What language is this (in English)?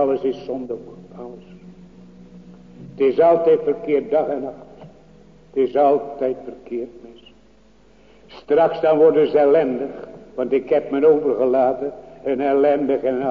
Dutch